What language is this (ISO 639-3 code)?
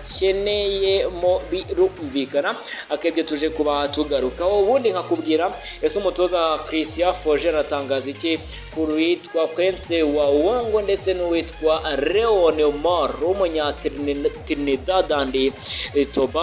kin